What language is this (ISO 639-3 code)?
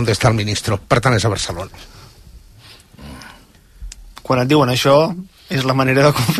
cat